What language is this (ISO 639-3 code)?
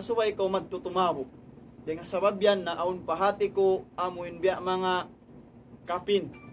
tsg